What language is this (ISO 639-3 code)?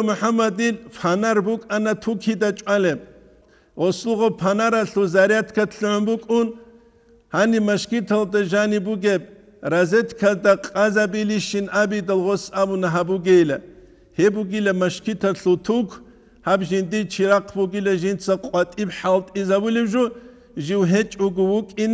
ava